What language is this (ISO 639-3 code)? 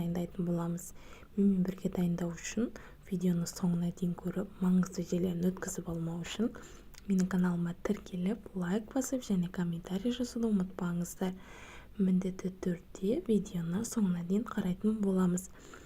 kaz